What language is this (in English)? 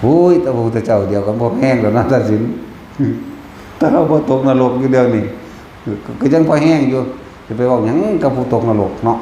Lao